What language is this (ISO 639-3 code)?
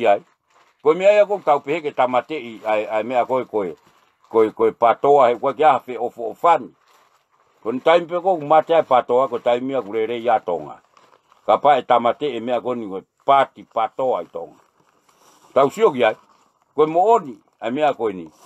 ton